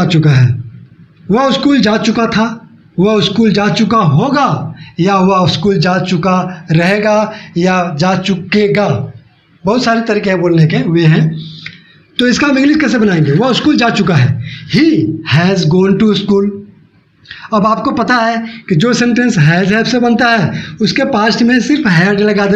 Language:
Hindi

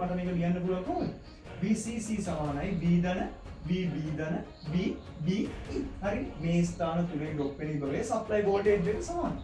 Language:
Sinhala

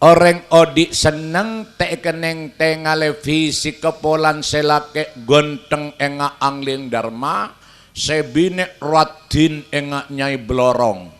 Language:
Madurese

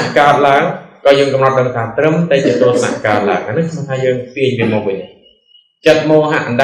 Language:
Khmer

